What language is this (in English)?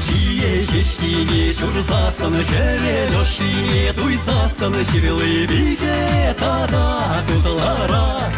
Chuvash